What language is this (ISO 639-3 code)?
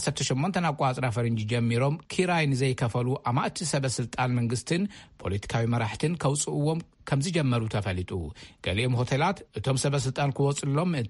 tir